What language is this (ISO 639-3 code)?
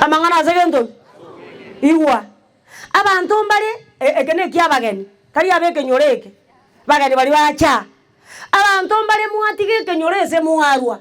guz